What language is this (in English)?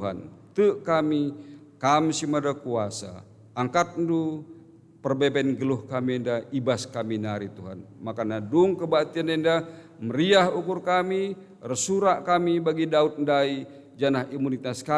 Batak Karo